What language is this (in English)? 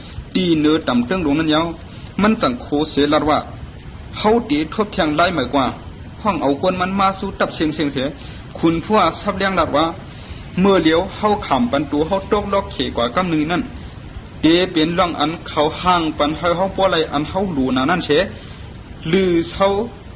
Shan